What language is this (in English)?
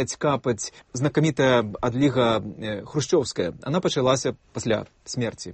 Belarusian